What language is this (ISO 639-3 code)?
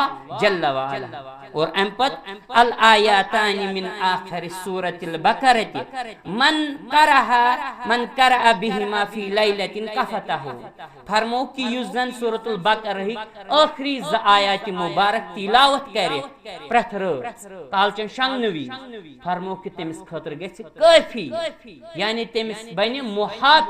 kas